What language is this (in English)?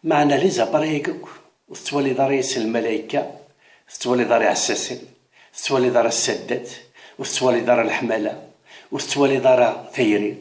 Kabyle